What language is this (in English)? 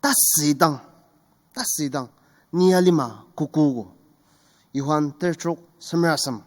Ao Naga